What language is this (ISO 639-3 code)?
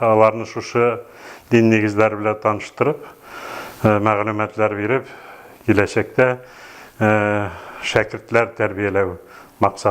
tat